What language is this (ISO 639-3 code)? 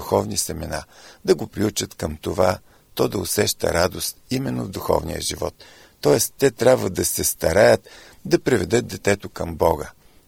bul